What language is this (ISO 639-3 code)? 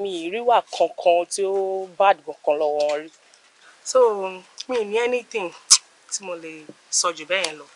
yor